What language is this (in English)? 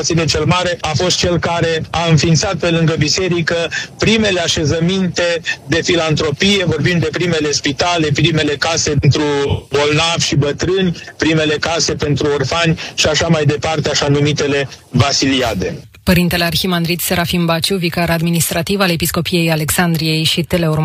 Romanian